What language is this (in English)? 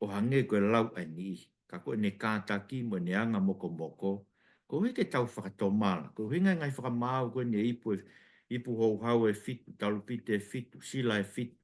Tongan